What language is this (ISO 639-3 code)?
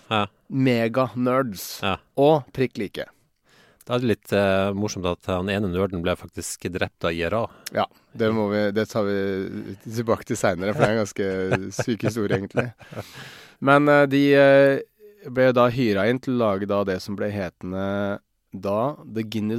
nor